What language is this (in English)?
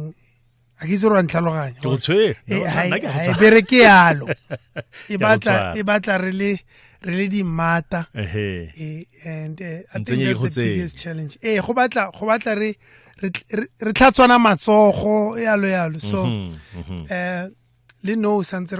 Tswana